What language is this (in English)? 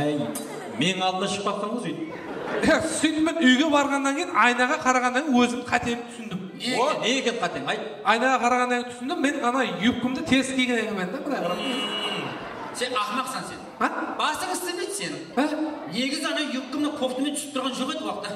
Kara-Kalpak